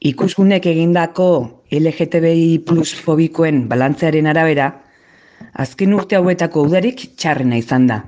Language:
Basque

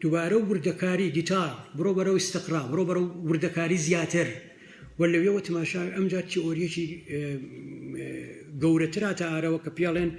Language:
Central Kurdish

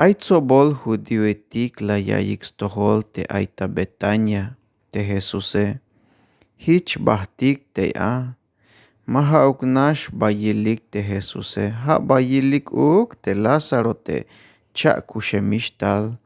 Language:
Tzeltal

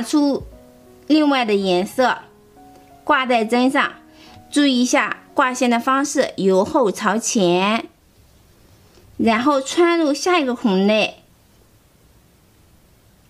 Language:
Chinese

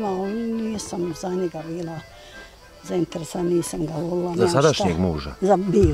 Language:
Bosnian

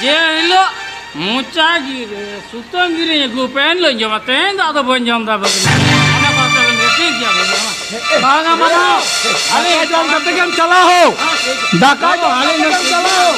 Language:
Santali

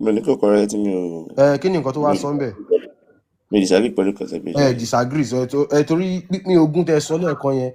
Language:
Yoruba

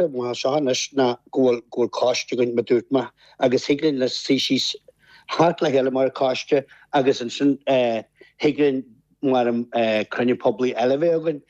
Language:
Irish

